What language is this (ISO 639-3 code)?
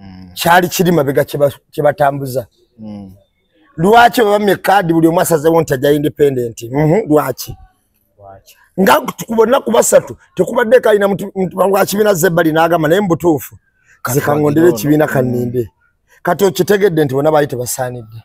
lug